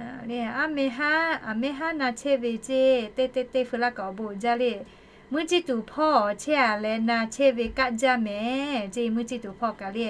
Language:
Lahu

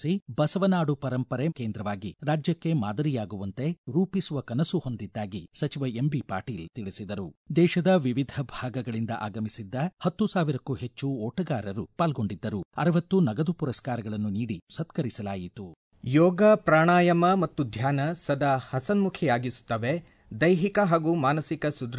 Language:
Kannada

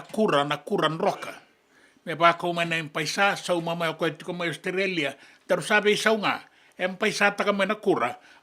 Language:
Fijian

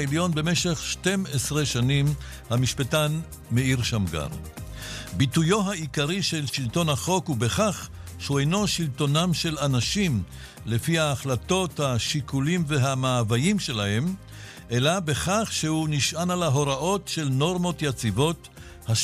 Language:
Hebrew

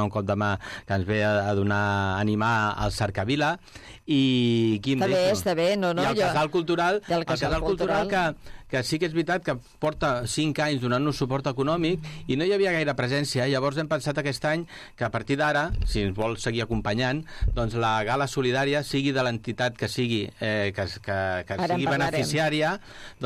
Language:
Catalan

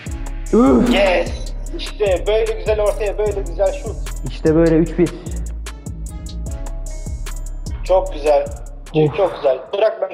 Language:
Turkish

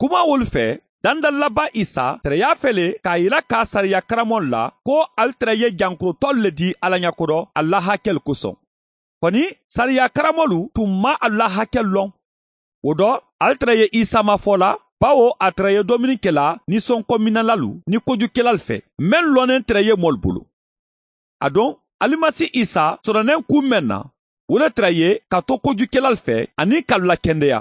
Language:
Mandingo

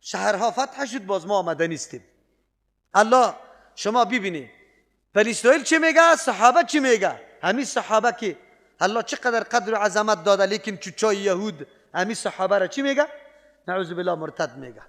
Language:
Persian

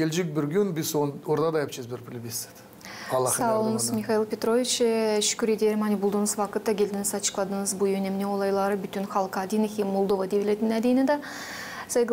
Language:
Gagauz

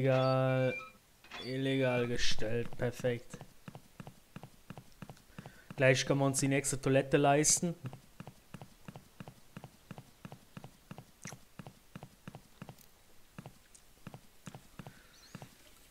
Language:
German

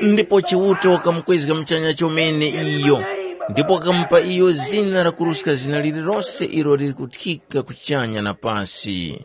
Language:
Tumbuka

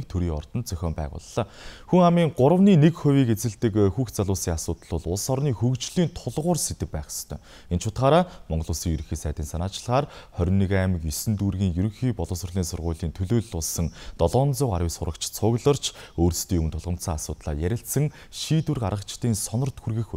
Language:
Mongolian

